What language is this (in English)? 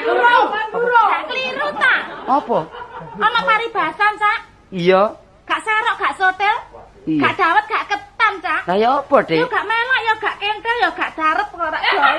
Javanese